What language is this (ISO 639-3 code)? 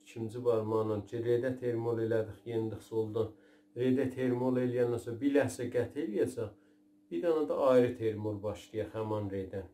azb